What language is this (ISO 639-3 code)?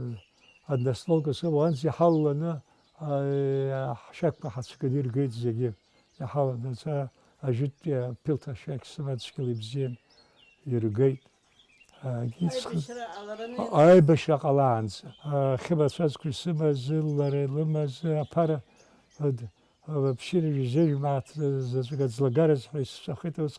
abk